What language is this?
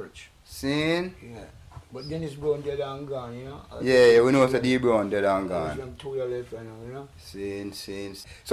Jamaican Creole English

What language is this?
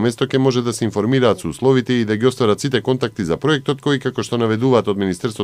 Macedonian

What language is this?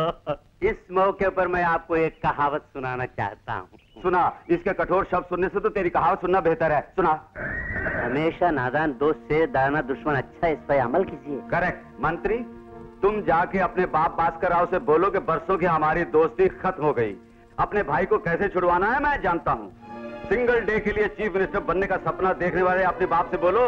Hindi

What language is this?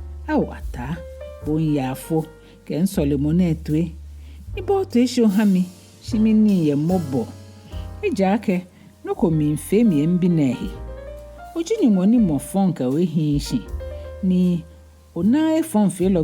Ga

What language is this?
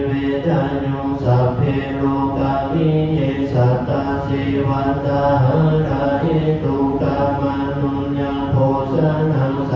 Pali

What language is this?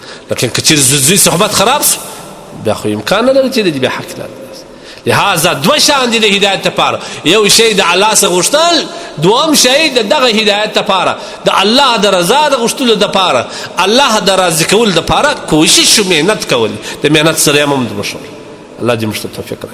Pashto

